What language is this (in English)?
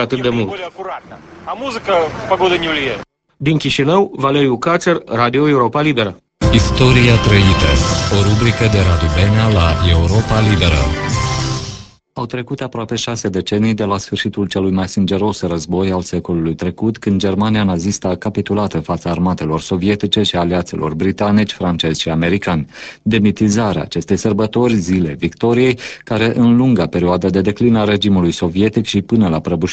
Romanian